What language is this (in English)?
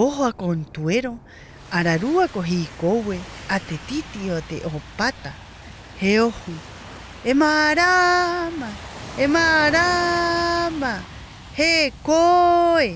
Rapanui